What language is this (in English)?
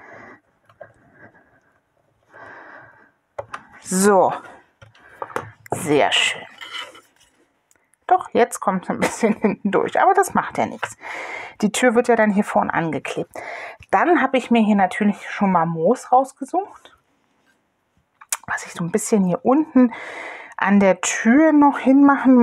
German